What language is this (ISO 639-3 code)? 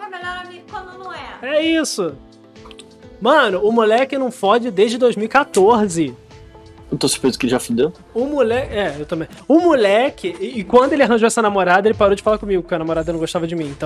por